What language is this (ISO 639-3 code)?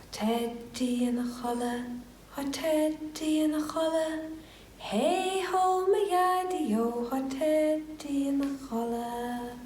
gle